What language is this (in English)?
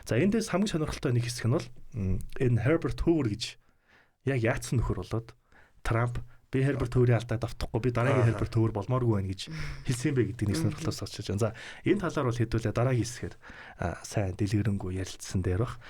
Mongolian